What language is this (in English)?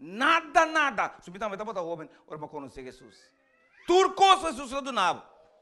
Papiamento